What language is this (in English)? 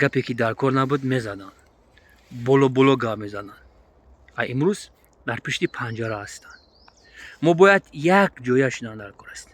Tajik